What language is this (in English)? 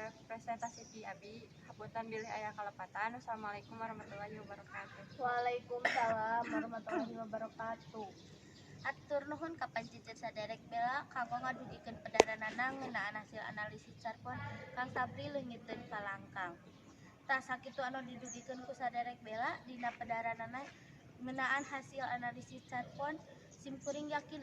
Sundanese